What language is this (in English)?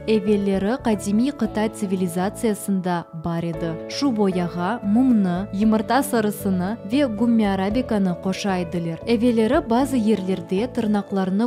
Crimean Tatar